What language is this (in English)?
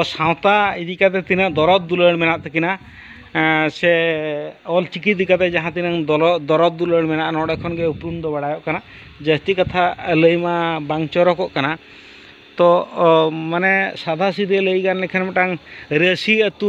Santali